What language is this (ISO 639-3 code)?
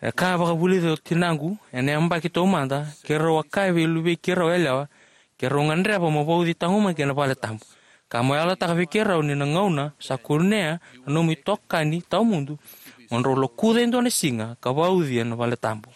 fij